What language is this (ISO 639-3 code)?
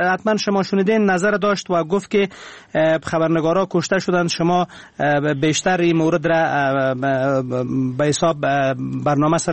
fas